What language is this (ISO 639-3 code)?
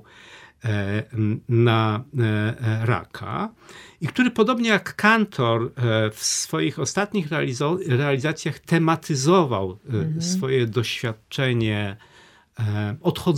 pol